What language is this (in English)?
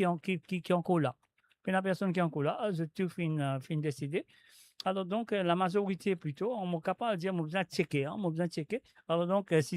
Morisyen